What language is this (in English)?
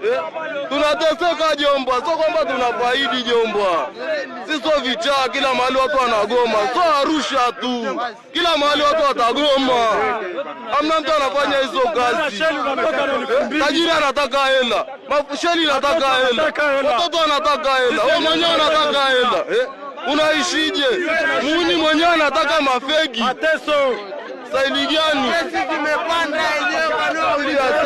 Swahili